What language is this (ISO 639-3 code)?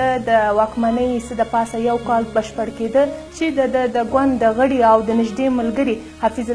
pus